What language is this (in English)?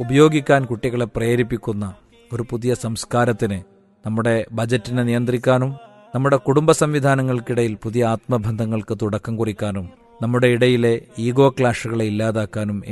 Malayalam